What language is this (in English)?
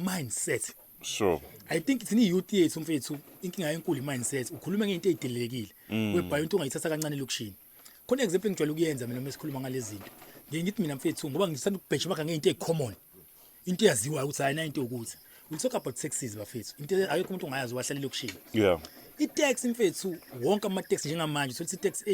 Zulu